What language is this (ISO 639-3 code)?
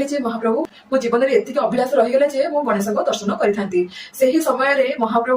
ori